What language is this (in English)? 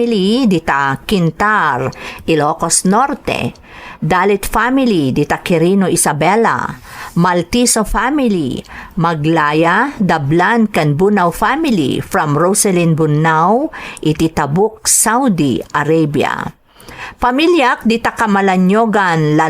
Iloko